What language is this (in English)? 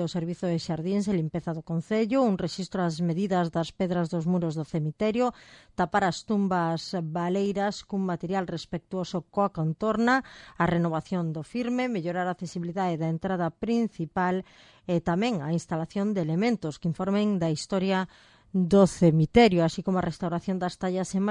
Galician